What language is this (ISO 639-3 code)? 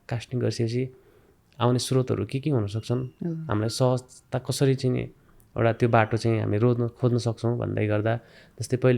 nep